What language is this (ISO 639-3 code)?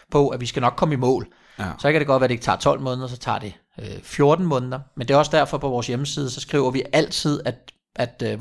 dan